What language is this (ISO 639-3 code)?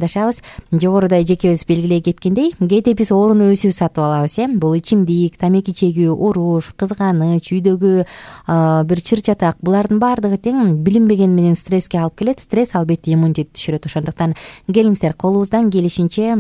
kir